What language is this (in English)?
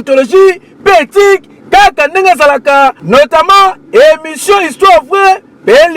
Lingala